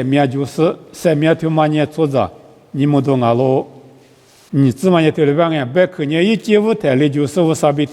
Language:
Lisu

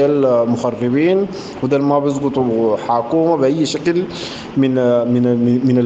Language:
Sudanese Arabic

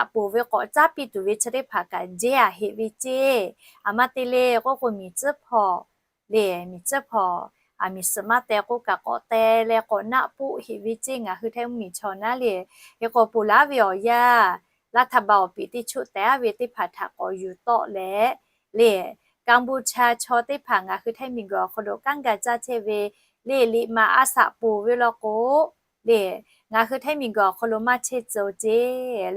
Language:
Lahu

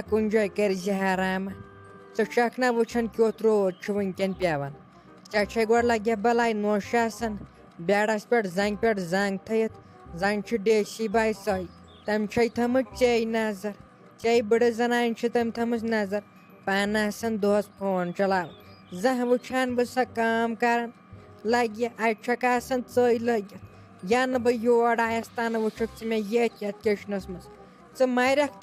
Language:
Kashmiri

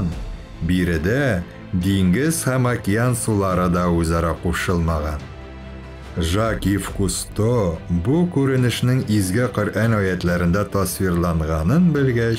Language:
Tatar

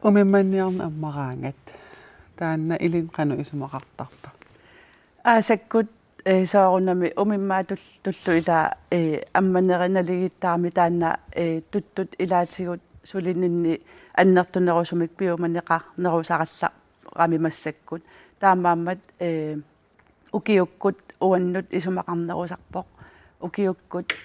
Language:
Kalaallisut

